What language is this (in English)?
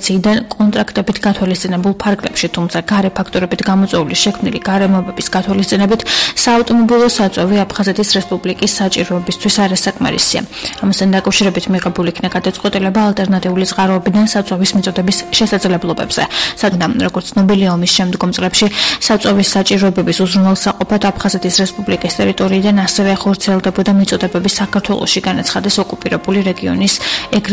Georgian